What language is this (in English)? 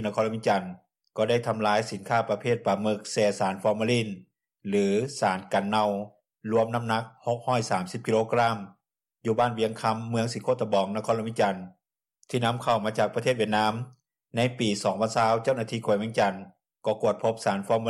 Lao